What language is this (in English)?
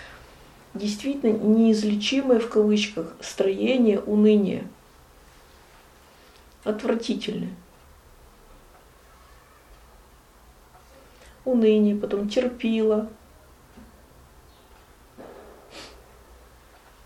Russian